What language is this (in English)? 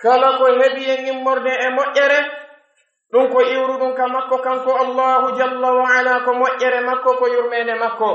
Pular